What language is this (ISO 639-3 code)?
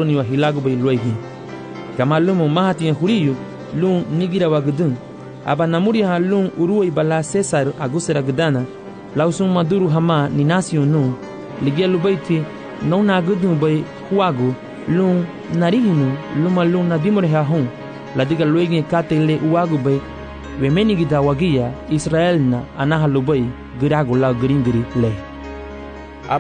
cab